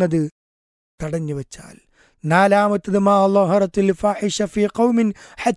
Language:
Malayalam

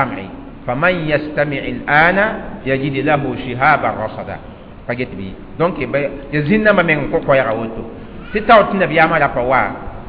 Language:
Mossi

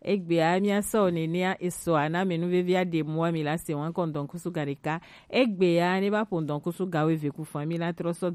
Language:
Gen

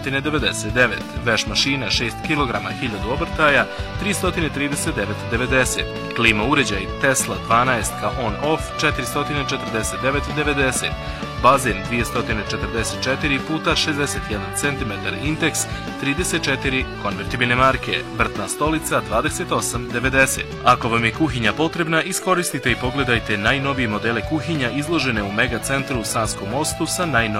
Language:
Bosnian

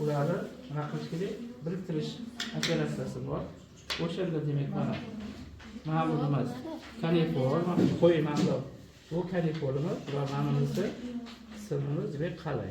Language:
Uzbek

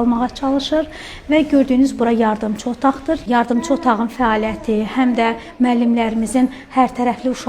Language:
Azerbaijani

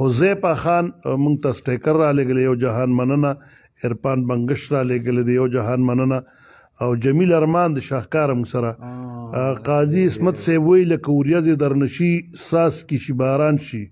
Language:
Pashto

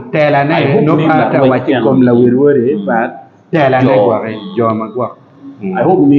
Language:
Acoli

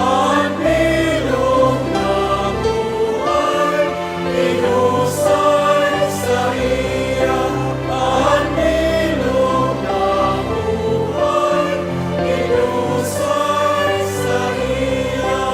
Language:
Bikol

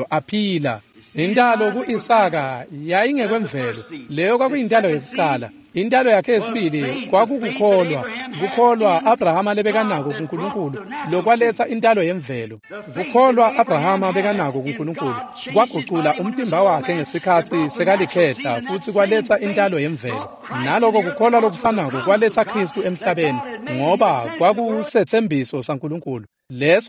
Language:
Swati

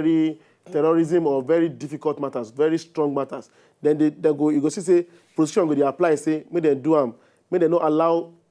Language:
Nigerian Pidgin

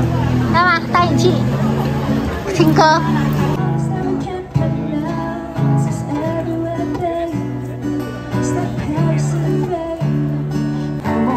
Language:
Chinese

